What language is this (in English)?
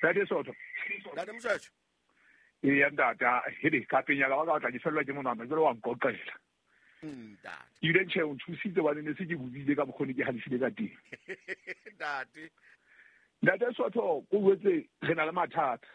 Southern Sotho